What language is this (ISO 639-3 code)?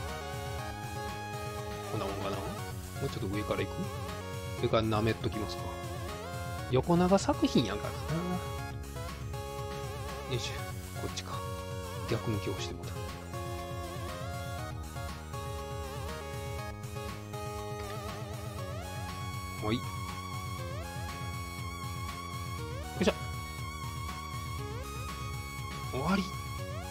jpn